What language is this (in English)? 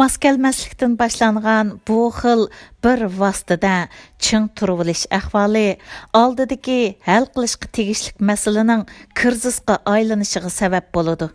Uyghur